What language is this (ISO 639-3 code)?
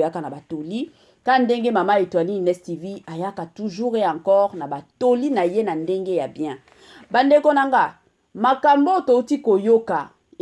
lin